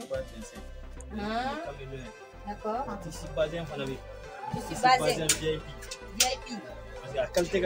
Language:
Bambara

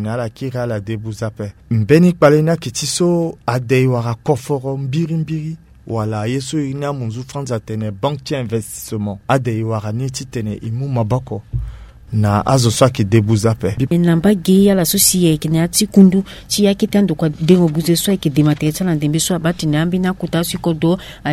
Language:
Sango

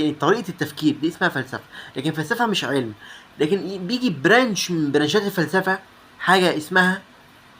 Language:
Egyptian Arabic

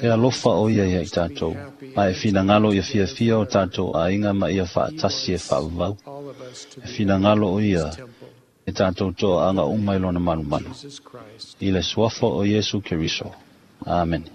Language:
Samoan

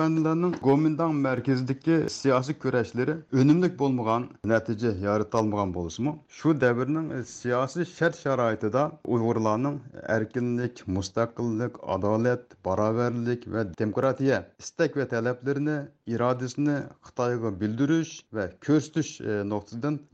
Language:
Uyghur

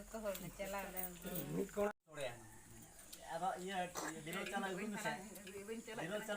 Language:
Santali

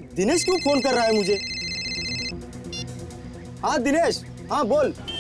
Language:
Hindi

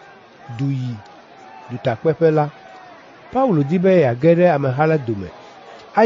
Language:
Ewe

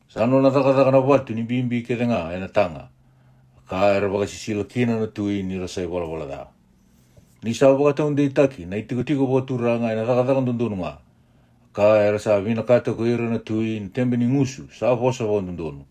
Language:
Fijian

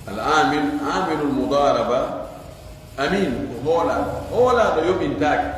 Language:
Pular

